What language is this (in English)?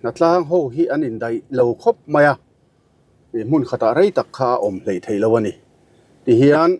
Mizo